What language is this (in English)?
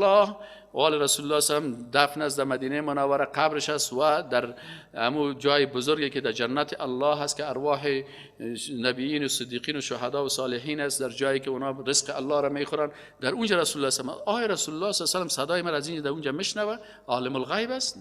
Persian